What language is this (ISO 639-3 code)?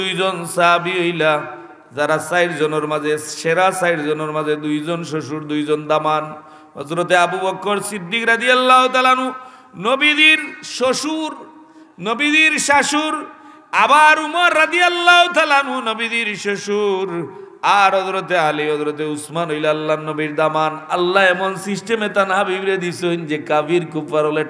syl